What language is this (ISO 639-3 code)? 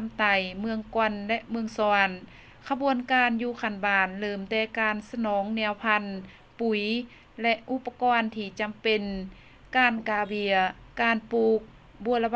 lao